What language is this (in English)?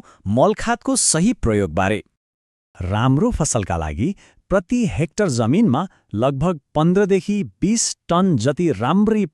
Nepali